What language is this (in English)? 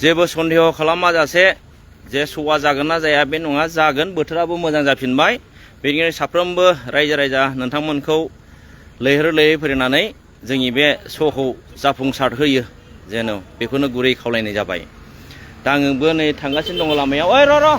Bodo